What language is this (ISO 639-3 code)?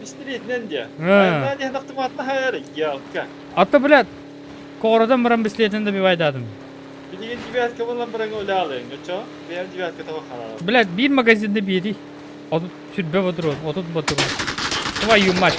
sah